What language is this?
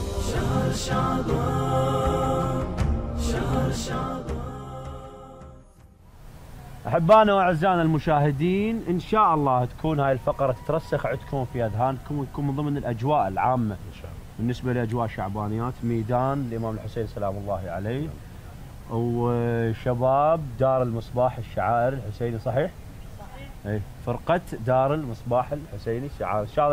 Mesopotamian Arabic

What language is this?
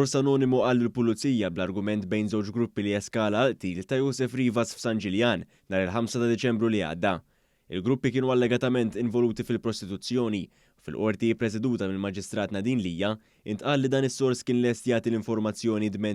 Maltese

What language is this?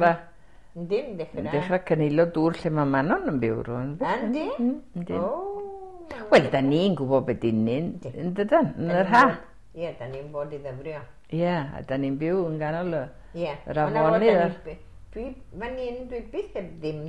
Welsh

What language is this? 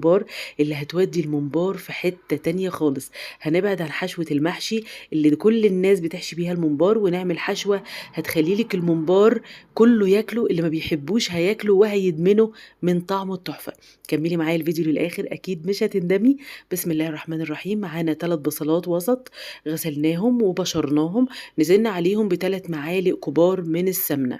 Egyptian Arabic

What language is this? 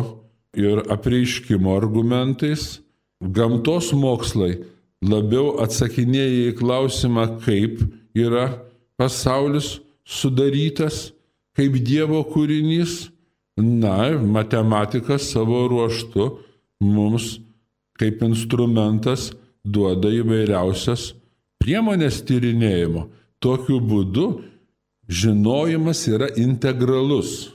Lithuanian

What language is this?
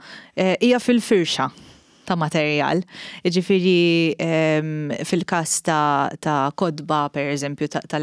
Maltese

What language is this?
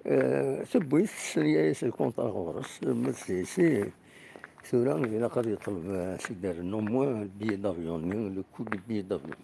Kabyle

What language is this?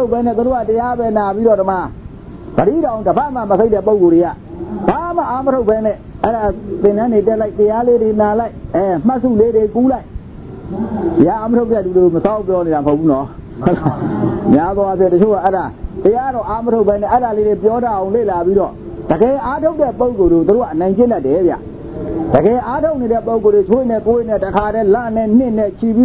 Burmese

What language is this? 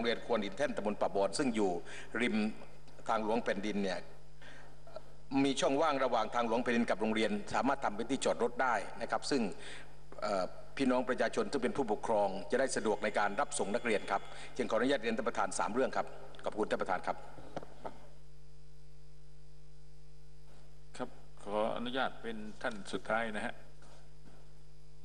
Thai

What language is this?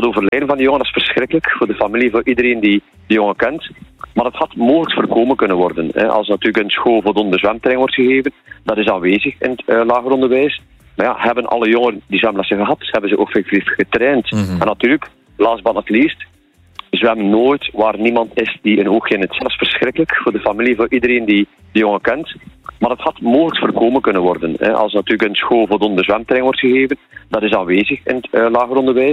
Dutch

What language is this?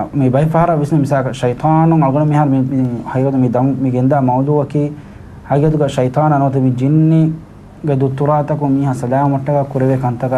Divehi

